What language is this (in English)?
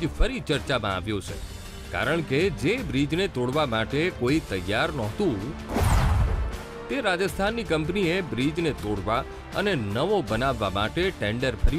Gujarati